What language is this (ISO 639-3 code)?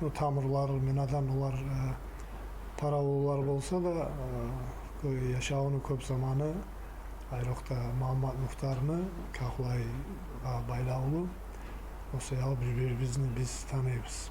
kum